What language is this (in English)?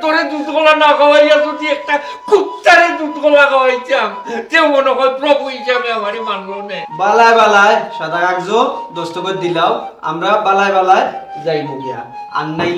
Sylheti